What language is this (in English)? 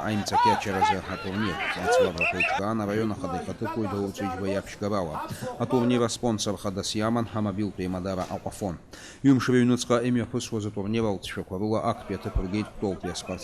Abkhazian